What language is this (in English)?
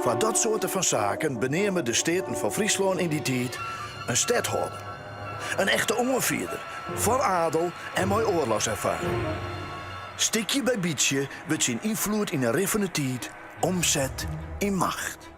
Western Frisian